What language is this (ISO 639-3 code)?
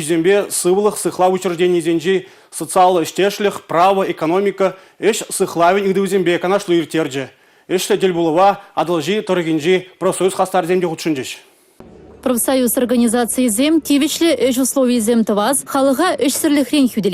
chv